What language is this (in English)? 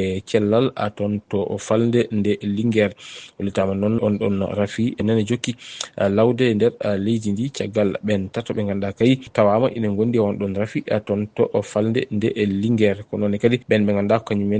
Fula